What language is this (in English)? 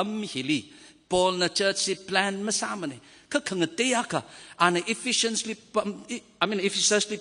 Tangkhul Naga (India)